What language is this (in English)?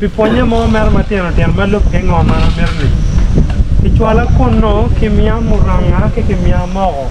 Acoli